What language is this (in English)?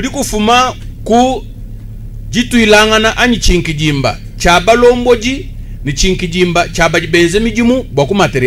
Luba-Lulua